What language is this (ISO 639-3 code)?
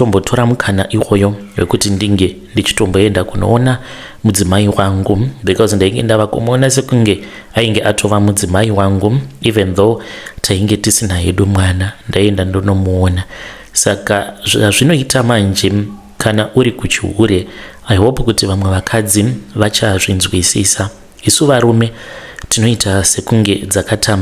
sna